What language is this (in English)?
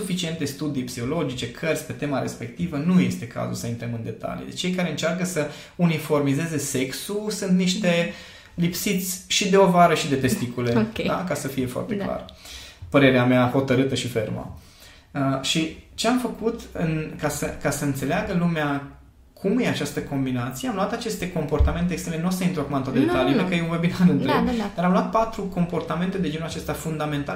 Romanian